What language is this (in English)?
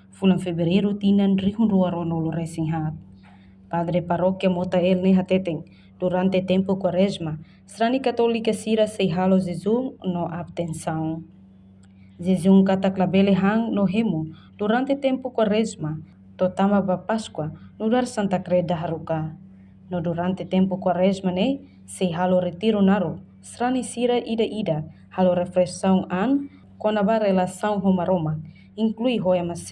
Tetum